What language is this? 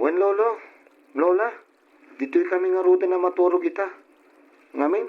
Iloko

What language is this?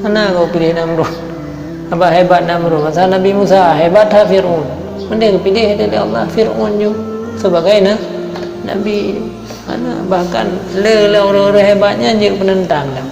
Achinese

